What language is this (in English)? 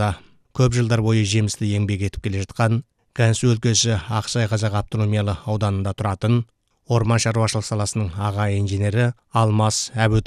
Kazakh